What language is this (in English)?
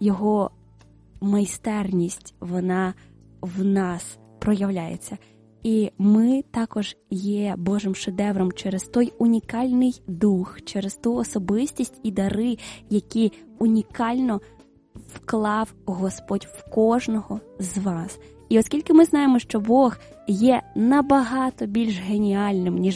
Ukrainian